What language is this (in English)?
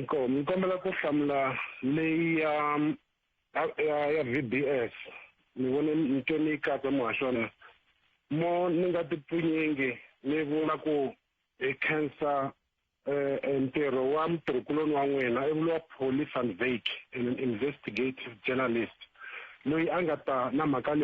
Tsonga